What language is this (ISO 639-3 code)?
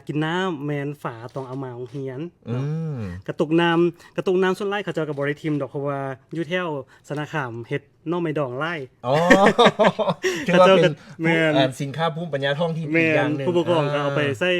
lao